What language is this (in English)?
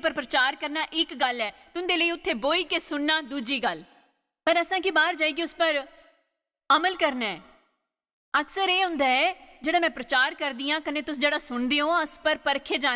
Dogri